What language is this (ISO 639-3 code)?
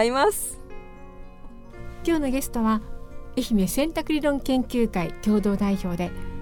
jpn